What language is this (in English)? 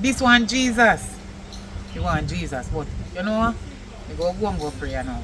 Jamaican Creole English